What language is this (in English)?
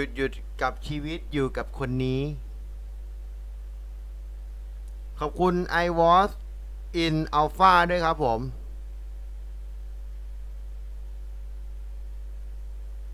Thai